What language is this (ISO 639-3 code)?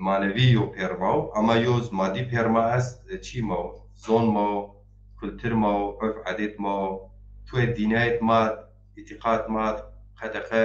zza